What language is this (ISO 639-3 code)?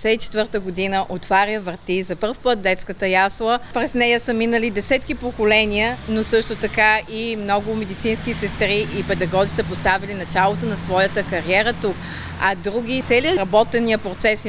bul